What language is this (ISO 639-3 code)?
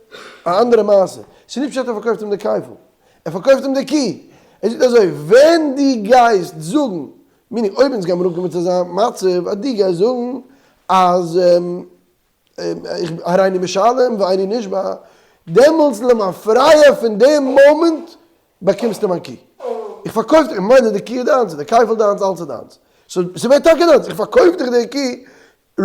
yid